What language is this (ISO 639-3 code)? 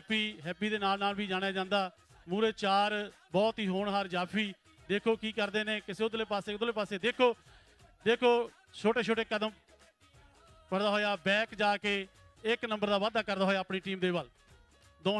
pan